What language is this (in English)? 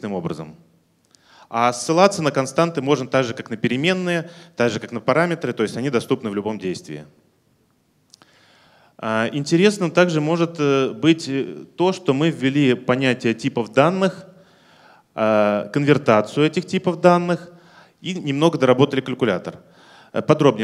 Russian